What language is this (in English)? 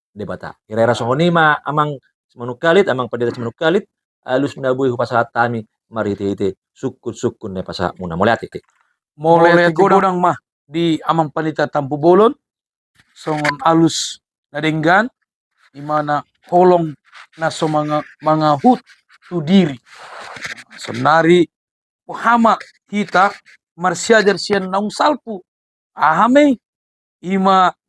Batak Toba